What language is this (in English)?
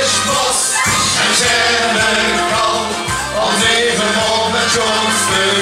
Limburgish